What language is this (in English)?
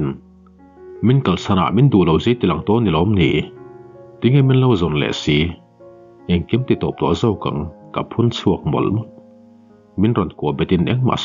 Mizo